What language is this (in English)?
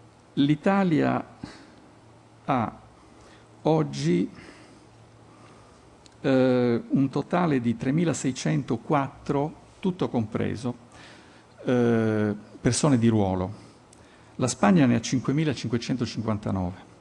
Italian